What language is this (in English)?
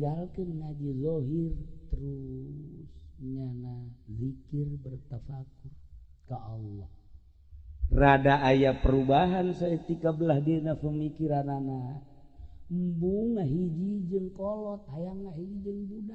Sundanese